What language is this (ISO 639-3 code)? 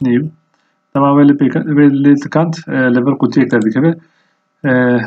kur